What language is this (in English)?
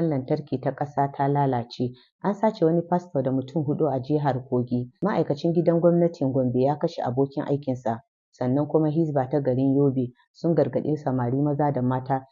Hausa